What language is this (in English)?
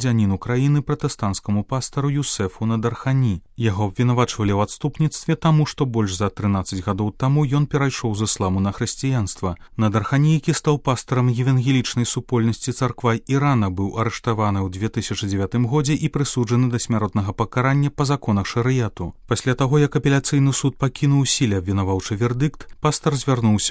Belarusian